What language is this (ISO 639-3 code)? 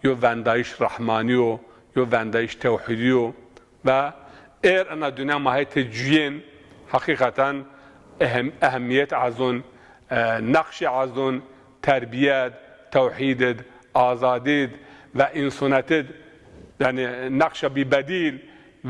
zza